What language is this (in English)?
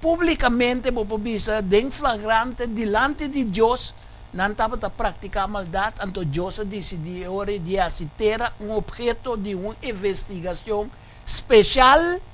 Papiamento